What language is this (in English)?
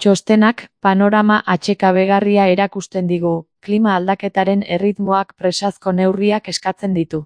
Basque